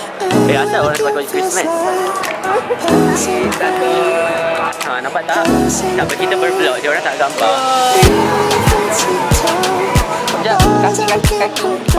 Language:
Malay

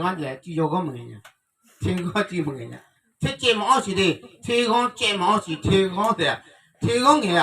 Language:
Akha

